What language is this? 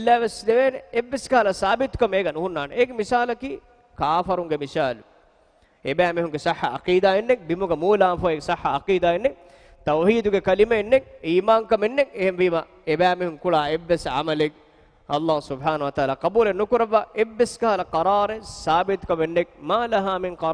Divehi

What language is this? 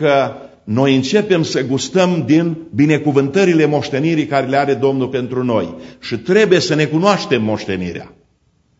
Romanian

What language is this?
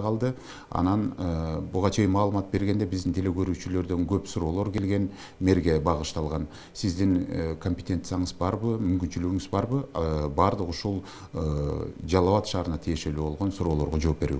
Kyrgyz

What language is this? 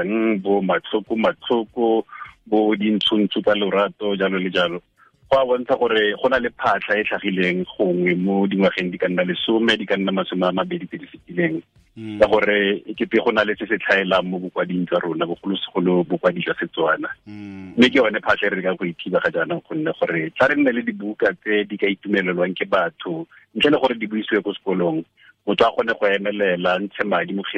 Tswana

